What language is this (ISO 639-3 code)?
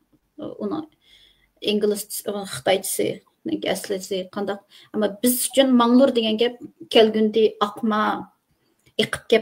uig